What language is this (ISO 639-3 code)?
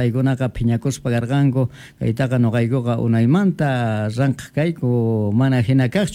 que